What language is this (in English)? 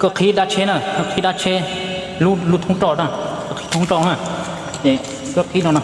Hmong